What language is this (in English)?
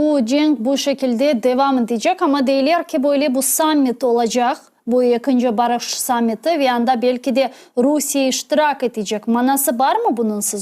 Crimean Tatar